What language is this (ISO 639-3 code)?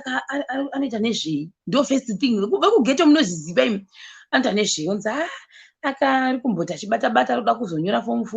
sna